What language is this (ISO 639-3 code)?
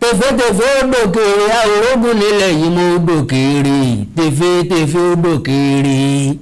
yor